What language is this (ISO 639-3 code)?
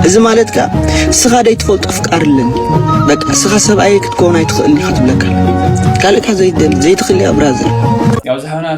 tir